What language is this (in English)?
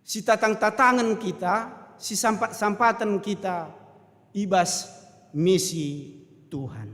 Batak Karo